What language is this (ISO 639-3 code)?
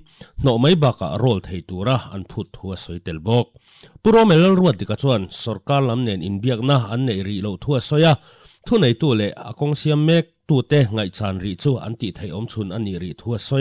lus